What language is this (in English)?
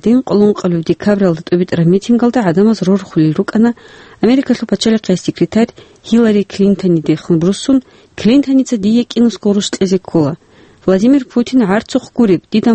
Avaric